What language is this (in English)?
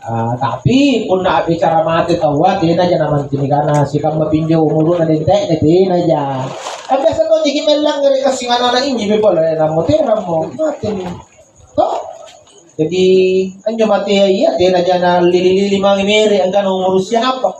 Makasar